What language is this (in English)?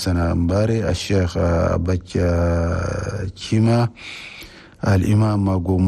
Chadian Arabic